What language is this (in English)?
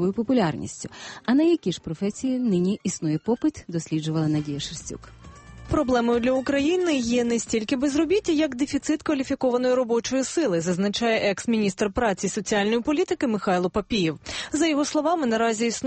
Ukrainian